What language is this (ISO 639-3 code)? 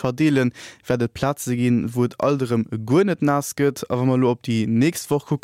ltz